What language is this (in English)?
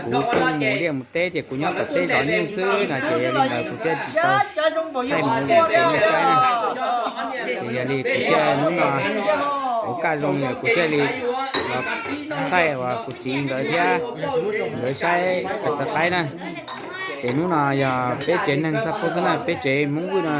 Hmong